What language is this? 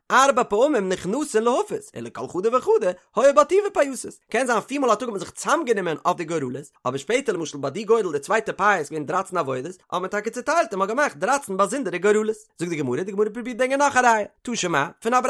Yiddish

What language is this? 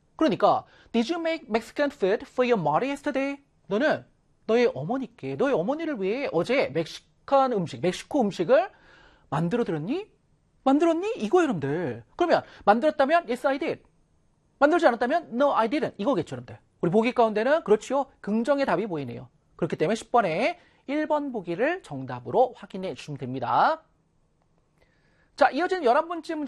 Korean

